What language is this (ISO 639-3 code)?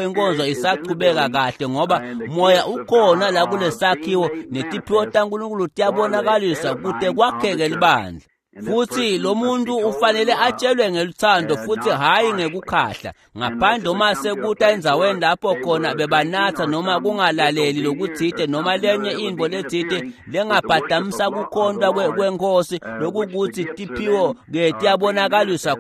ssw